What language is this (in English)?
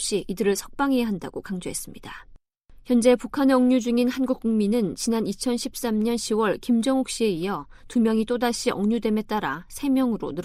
Korean